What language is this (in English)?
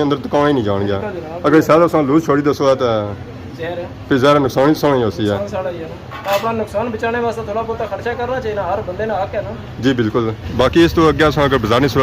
Pahari-Potwari